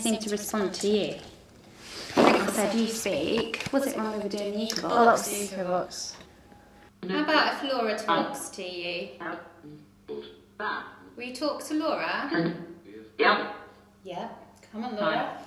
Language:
English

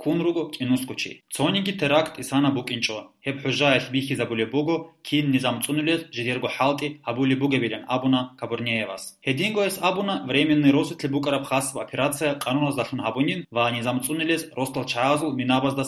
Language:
Avaric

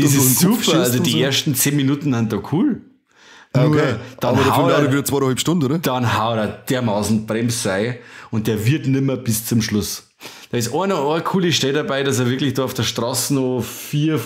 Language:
Bavarian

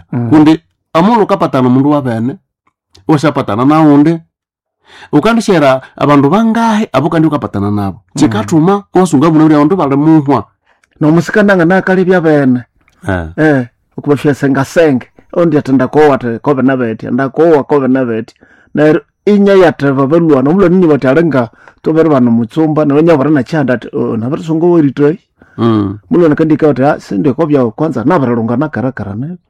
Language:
Nande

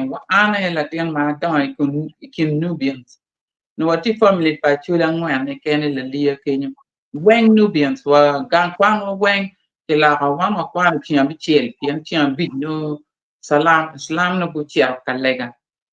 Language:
Acoli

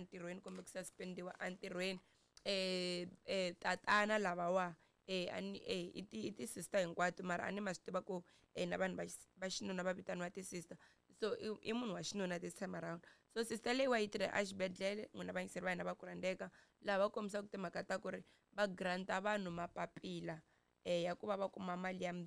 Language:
Tsonga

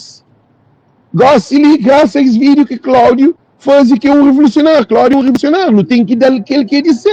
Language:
Kabuverdianu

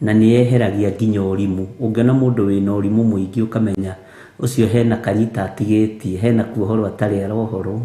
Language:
Kikuyu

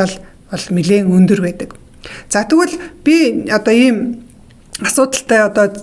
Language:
Mongolian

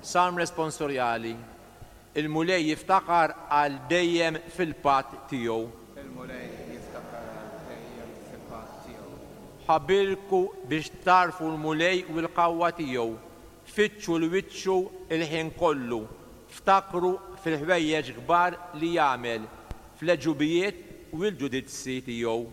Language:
Maltese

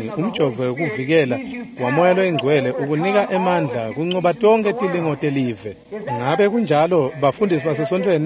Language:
Swati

